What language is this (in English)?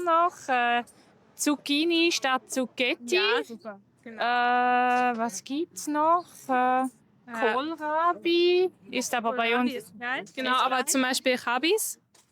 Swiss German